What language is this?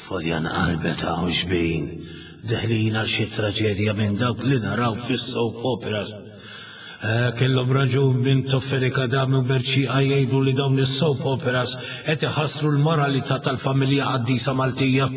Maltese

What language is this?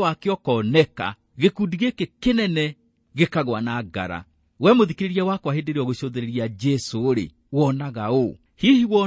Kikuyu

